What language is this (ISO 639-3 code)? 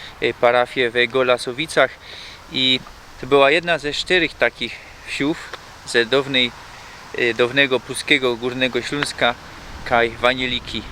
szl